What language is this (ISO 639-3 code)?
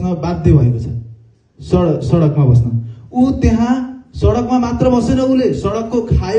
nep